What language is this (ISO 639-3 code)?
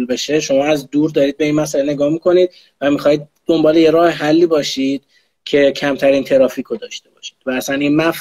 fas